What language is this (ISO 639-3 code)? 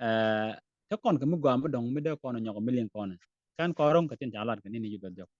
nus